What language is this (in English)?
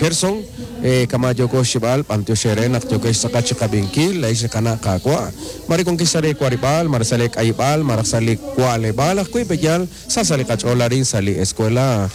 Kekchí